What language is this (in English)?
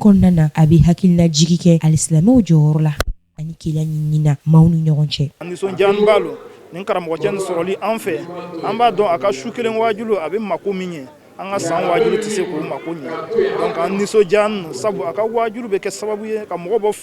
Bambara